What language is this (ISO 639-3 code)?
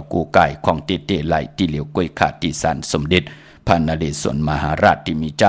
shn